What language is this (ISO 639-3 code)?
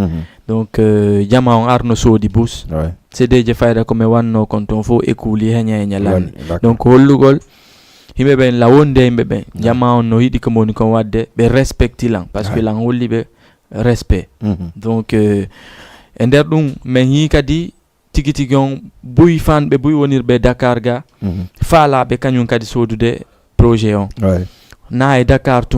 ful